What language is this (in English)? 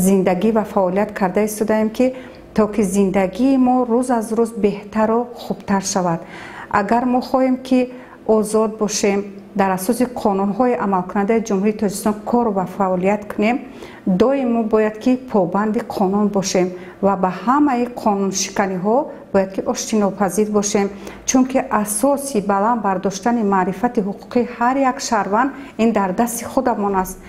Tajik